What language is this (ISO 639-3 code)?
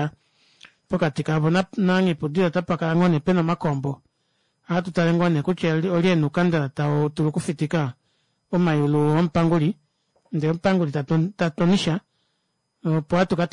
kua